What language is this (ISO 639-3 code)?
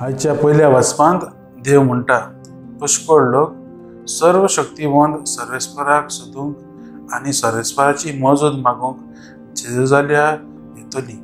kok